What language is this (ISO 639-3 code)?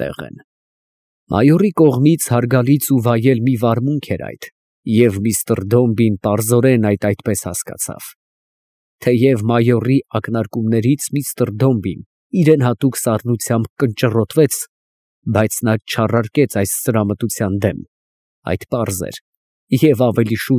hye